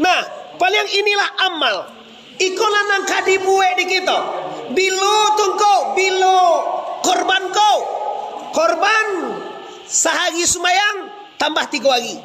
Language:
Minangkabau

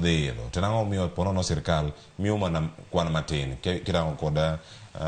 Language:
Luo (Kenya and Tanzania)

